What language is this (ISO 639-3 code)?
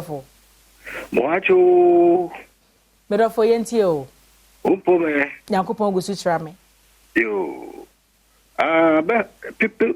aka